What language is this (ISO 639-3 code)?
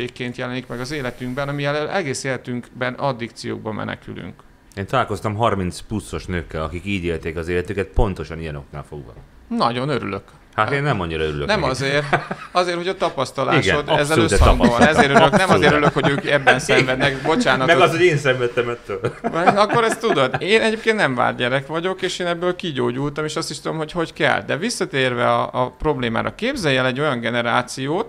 hun